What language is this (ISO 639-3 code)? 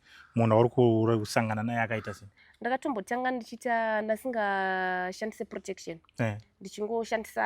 sna